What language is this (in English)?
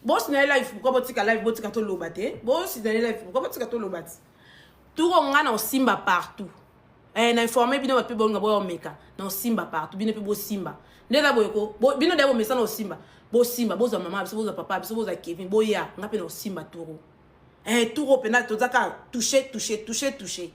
Lingala